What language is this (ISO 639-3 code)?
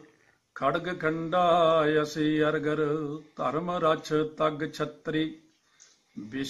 pan